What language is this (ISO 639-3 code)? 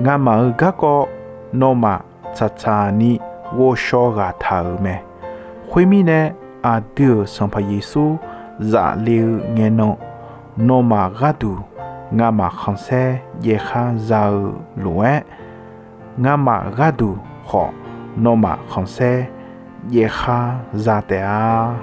ahk